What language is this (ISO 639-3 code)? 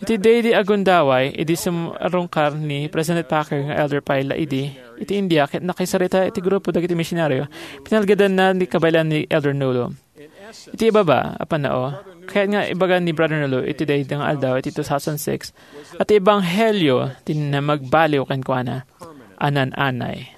ilo